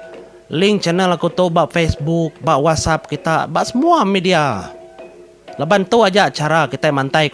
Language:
Iban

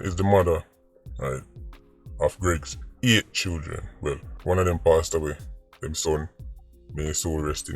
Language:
Jamaican Creole English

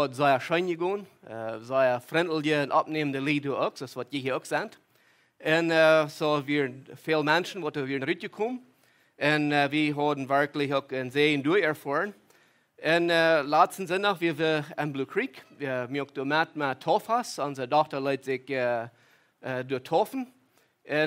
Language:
Plautdietsch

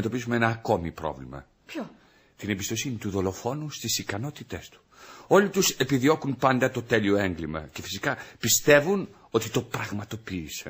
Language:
Greek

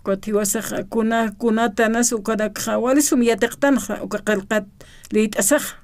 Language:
Aymara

